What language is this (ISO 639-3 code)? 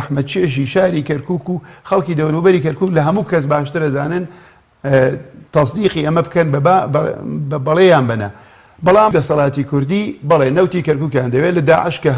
ckb